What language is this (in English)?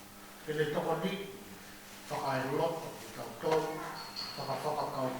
Tongan